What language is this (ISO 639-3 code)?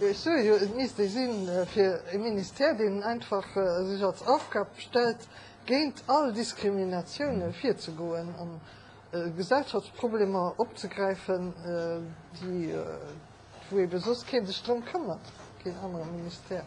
ltz